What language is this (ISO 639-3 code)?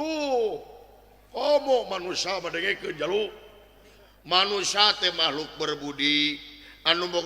sun